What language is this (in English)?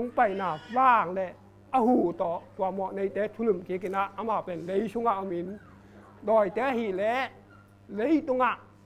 Tedim Chin